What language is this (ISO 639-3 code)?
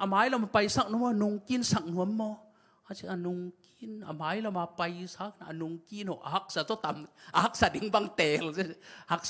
ctd